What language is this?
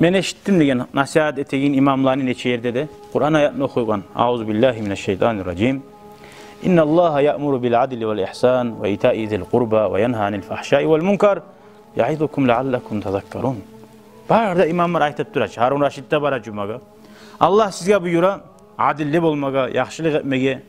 Kumyk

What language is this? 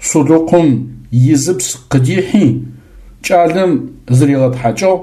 Adyghe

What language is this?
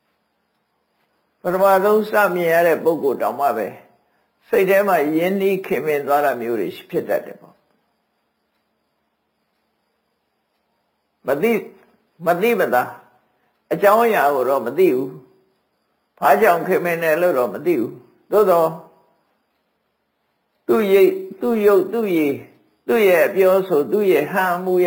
Burmese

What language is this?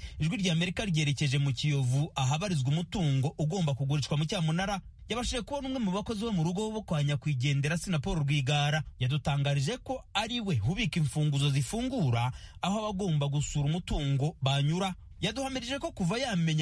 Kinyarwanda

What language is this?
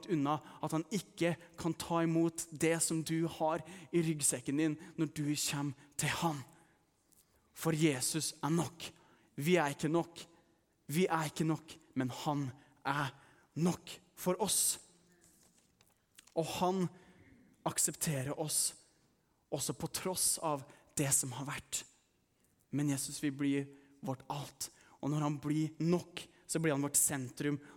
Norwegian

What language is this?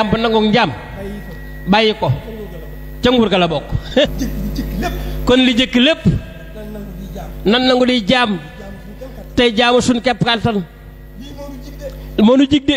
Wolof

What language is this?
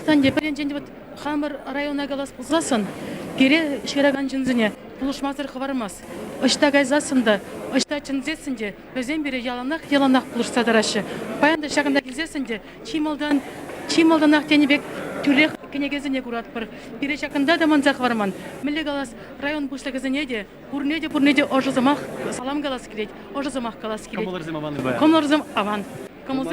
Chuvash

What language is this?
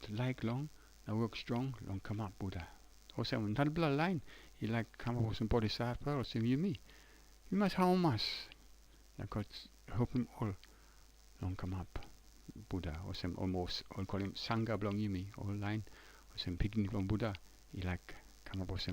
Tok Pisin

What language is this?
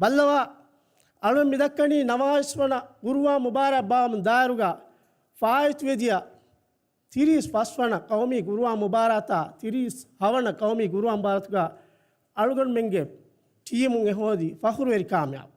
Divehi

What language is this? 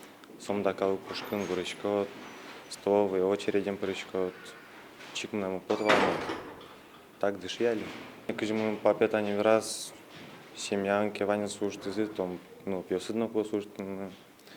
Udmurt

